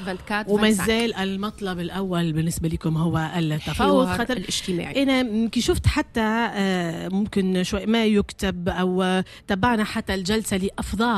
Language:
Tunisian Arabic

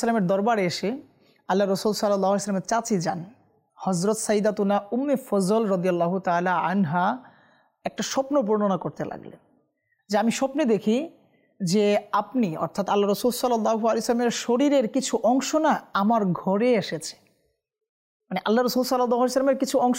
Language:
Bangla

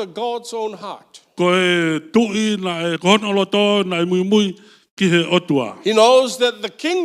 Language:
Tongan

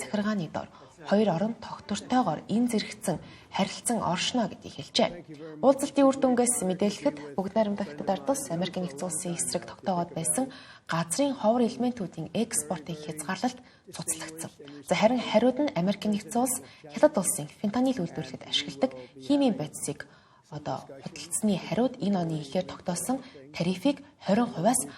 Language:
Mongolian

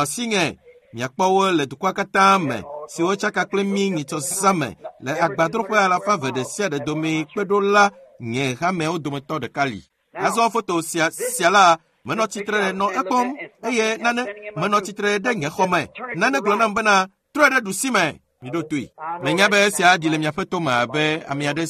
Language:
Ewe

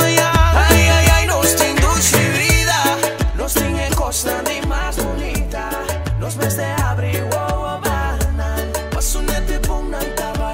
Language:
Papiamento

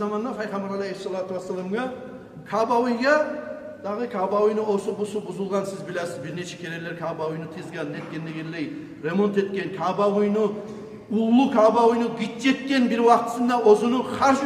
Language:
Kumyk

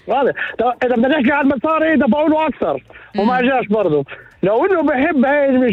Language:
North Levantine Arabic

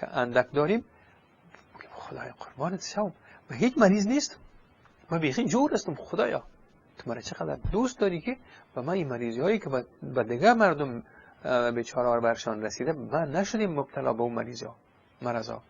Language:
Persian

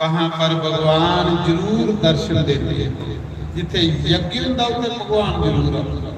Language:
Dogri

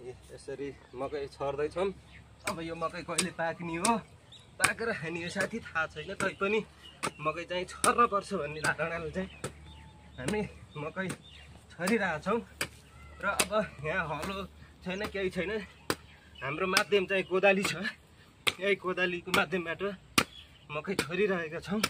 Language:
Nepali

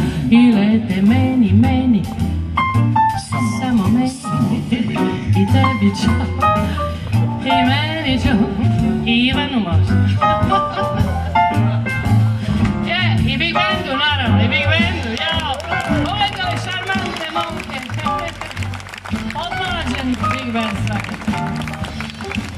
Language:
Serbian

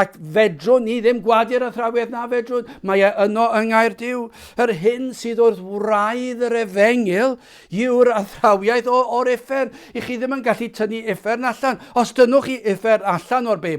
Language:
Welsh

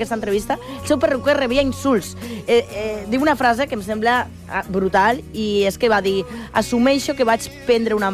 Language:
Catalan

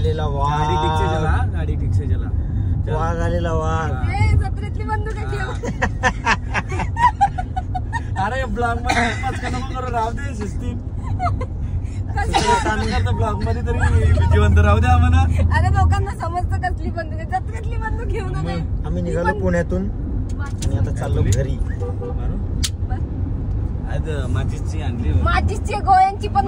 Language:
Marathi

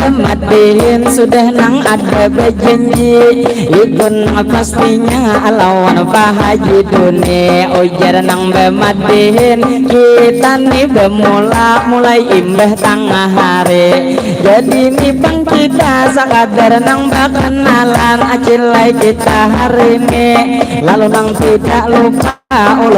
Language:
Banjar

